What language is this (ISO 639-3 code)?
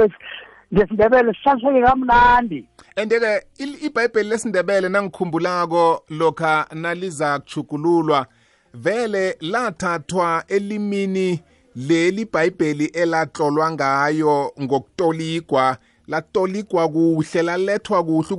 nbl